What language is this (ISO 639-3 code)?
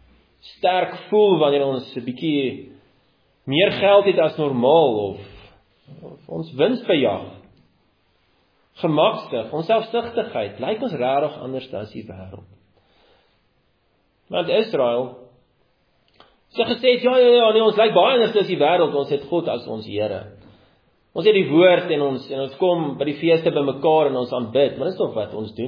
afr